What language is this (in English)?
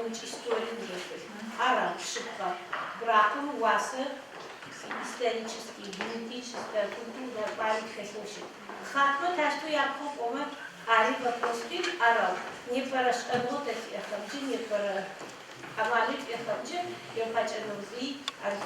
Adyghe